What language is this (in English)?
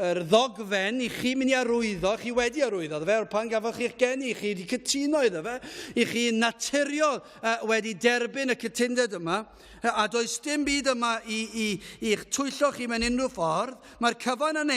Welsh